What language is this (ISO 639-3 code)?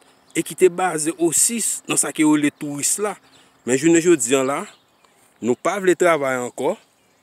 hat